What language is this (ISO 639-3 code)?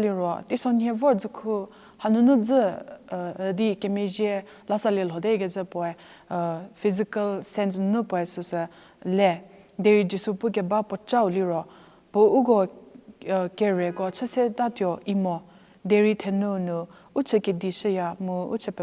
njm